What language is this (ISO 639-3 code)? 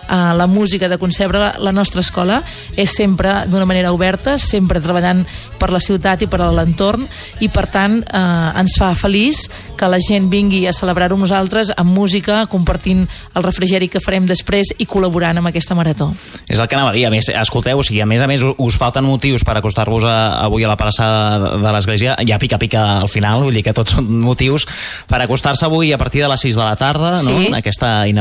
cat